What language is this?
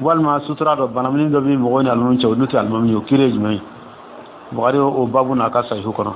Dyula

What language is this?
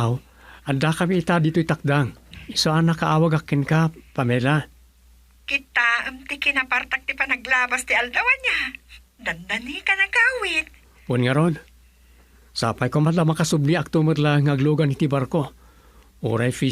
Iloko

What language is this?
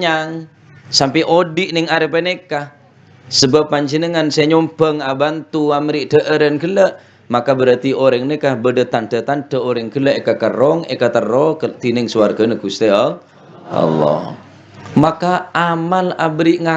Madurese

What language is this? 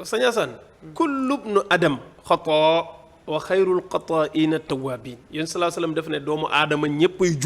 Wolof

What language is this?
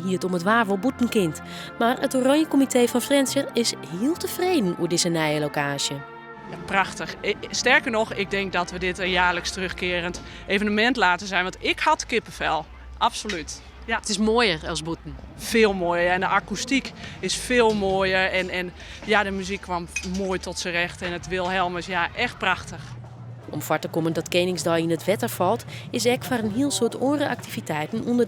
Western Frisian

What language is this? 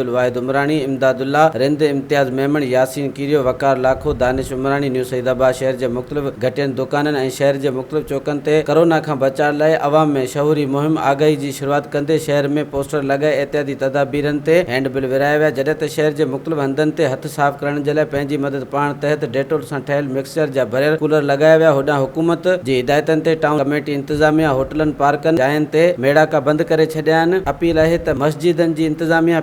Sindhi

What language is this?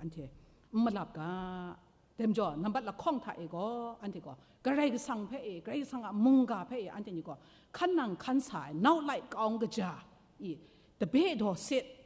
Kachin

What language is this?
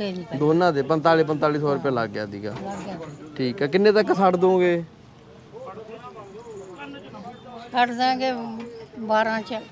Punjabi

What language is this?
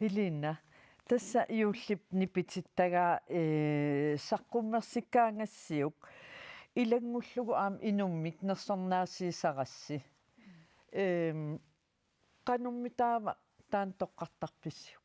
Kalaallisut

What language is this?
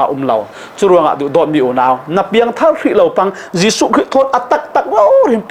Falam Chin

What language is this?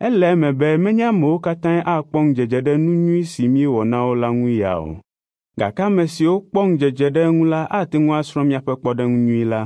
Ewe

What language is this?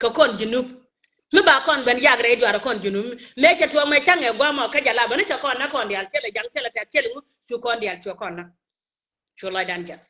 Nuer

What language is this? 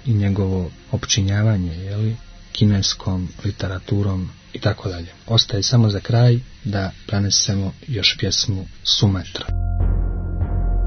Croatian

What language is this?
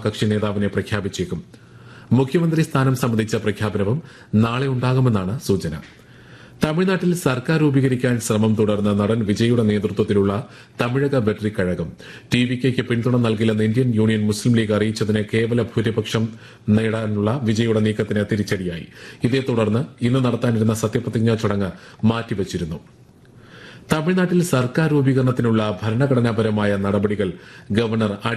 Malayalam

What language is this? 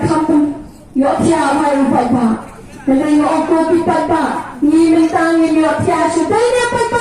Khasi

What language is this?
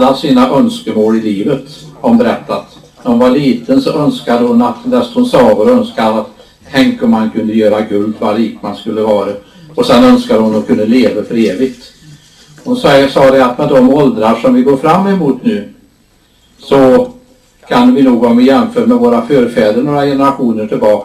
Swedish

